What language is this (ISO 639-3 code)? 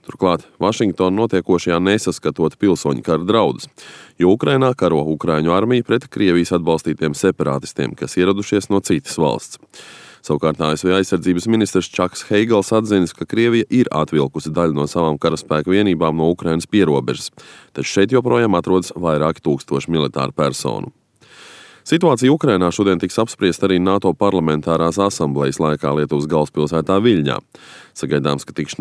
lav